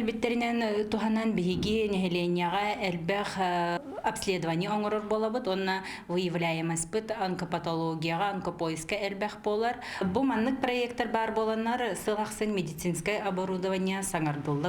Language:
Yakut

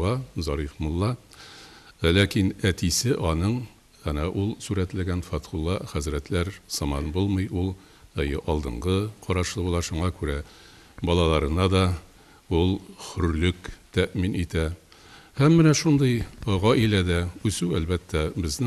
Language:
Tatar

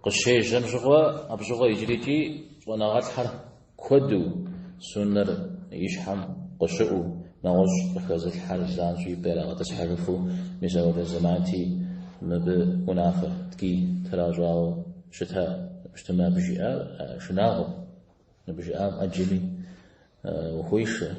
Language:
Kabardian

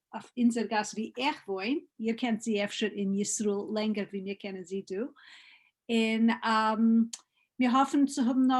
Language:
Yiddish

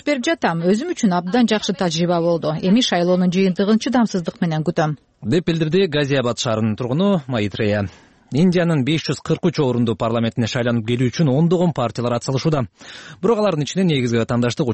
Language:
Kyrgyz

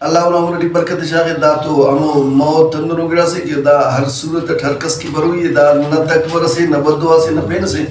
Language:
Brahui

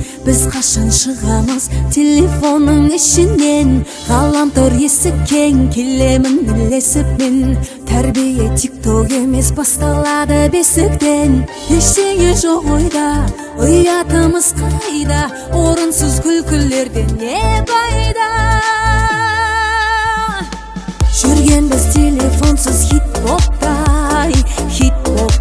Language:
Kazakh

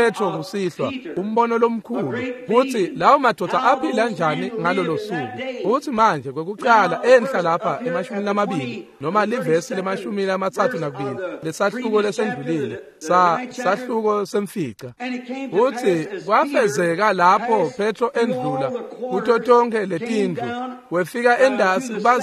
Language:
Swati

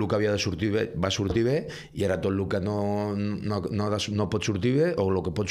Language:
Catalan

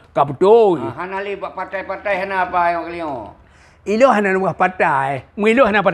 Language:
Achinese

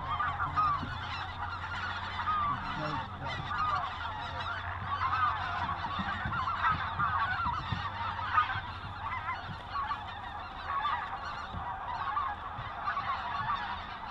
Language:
English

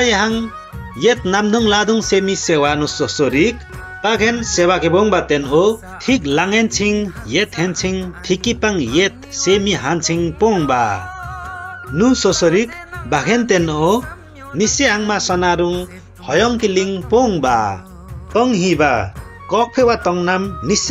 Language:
Limbu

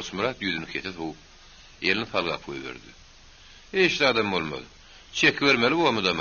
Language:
Turkmen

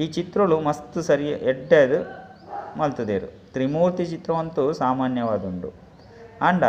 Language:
Tulu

